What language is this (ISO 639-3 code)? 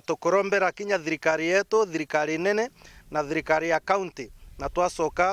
mer